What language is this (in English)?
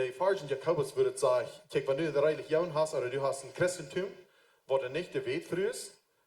Plautdietsch